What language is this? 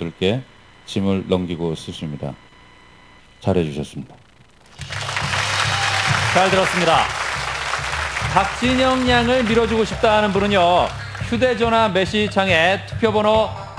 Korean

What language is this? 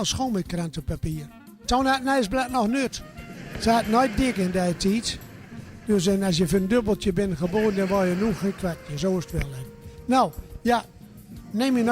Gronings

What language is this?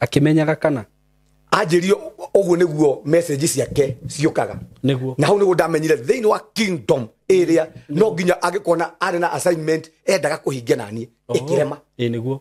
Kikuyu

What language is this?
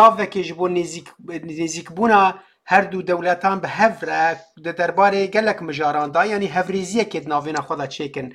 Kurdish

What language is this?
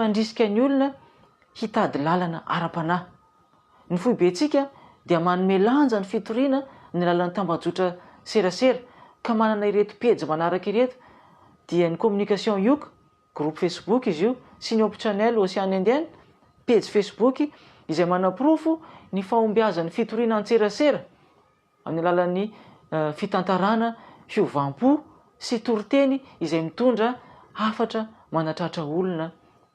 Malagasy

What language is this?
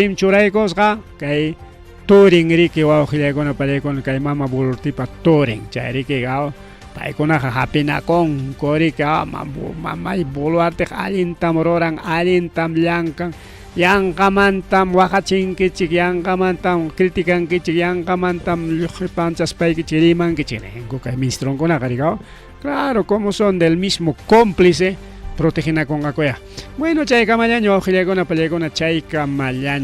Ayacucho Quechua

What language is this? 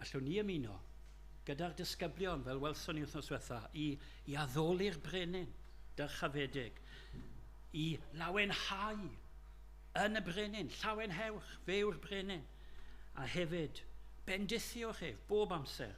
Welsh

